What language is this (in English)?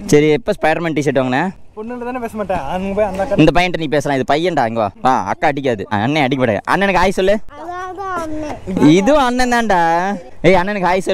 Tamil